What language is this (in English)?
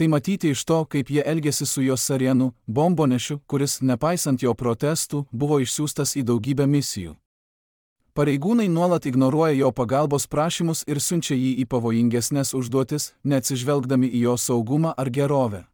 Lithuanian